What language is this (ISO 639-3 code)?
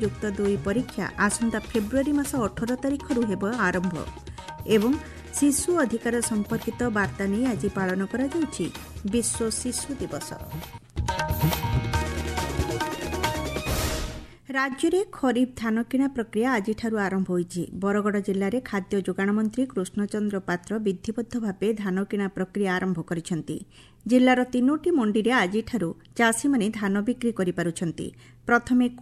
ori